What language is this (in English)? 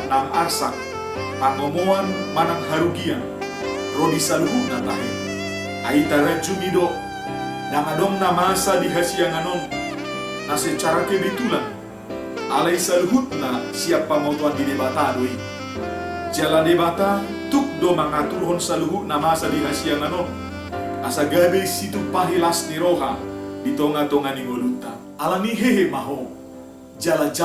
Batak Toba